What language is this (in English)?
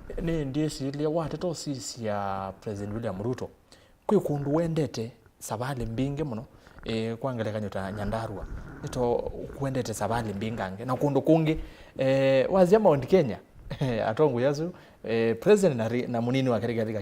Kamba